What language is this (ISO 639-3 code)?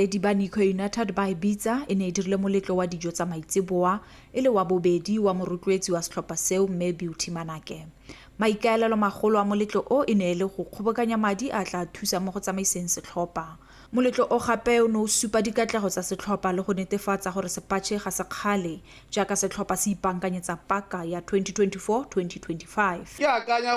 tsn